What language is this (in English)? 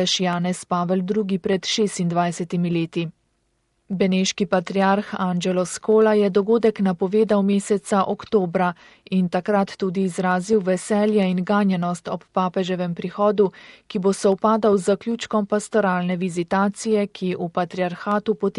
Slovenian